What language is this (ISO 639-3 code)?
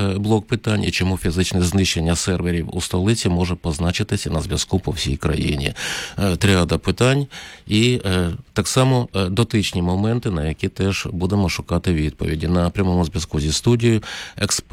ukr